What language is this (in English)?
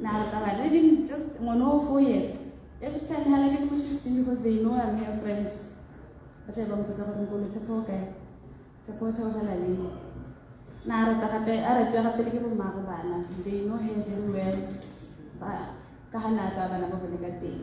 Tswana